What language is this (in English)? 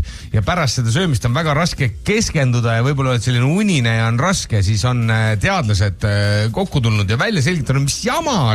Estonian